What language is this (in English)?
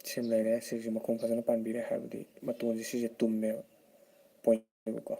Manipuri